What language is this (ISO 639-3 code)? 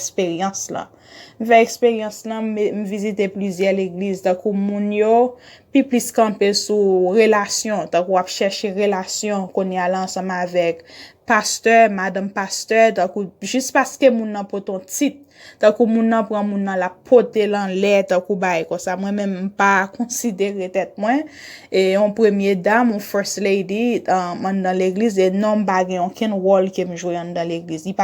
hat